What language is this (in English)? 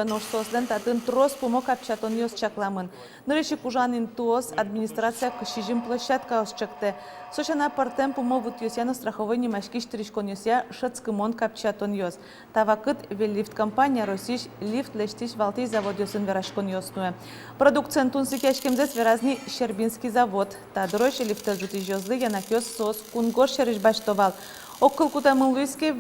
Udmurt